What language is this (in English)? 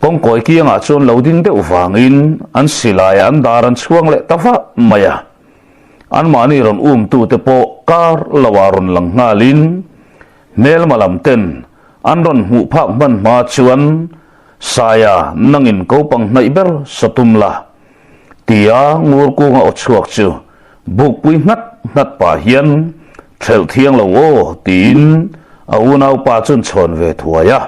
Mizo